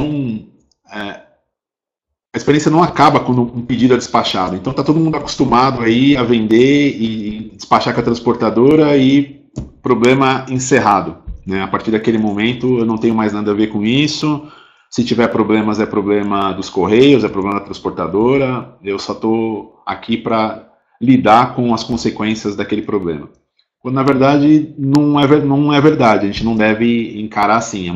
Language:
Portuguese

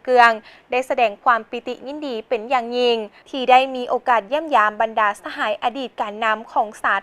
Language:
Lao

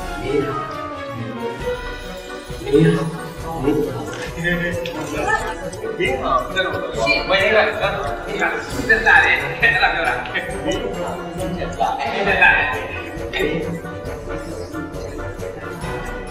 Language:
Burmese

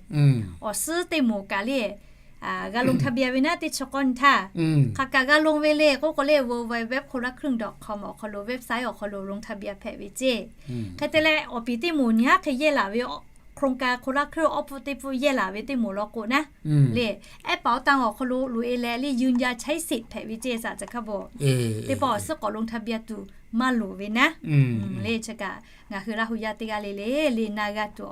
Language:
Lahu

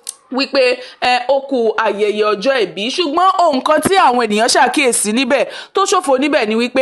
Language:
Yoruba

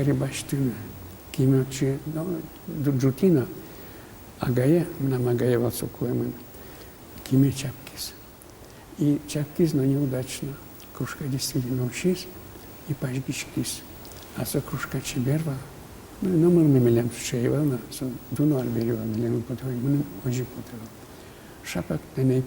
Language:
Udmurt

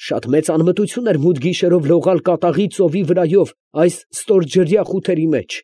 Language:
Armenian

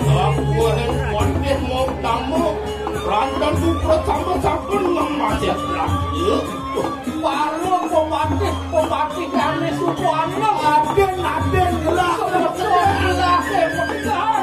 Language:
Balinese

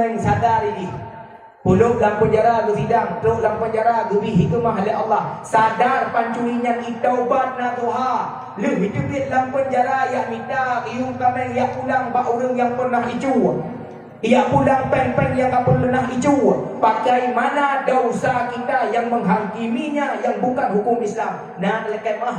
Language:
Achinese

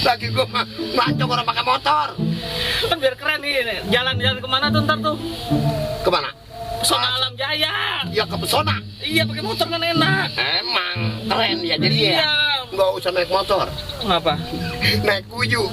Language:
Betawi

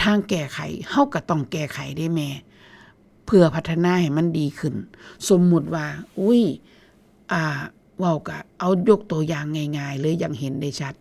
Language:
Northeastern Thai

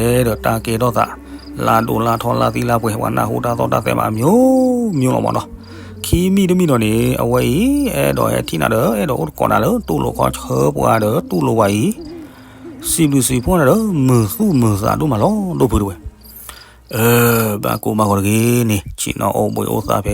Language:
S'gaw Karen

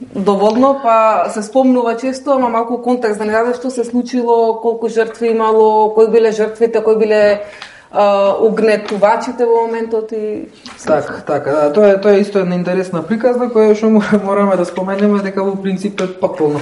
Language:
Macedonian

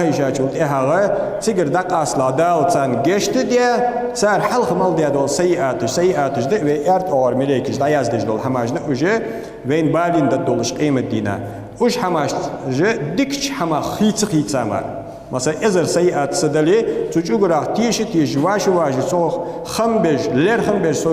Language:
Ingush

